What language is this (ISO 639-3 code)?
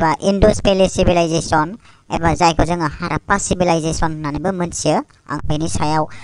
brx